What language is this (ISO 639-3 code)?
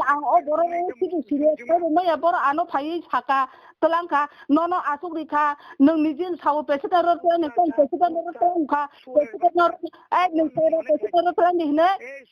trp